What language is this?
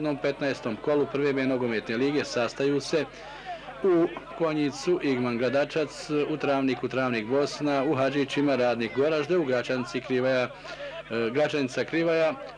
Bosnian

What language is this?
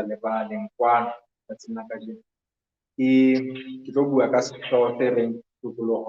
Southern Sotho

